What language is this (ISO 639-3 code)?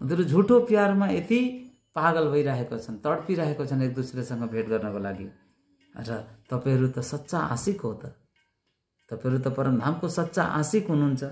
nep